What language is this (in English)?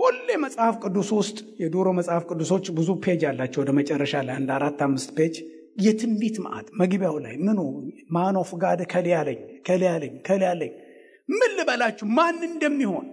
Amharic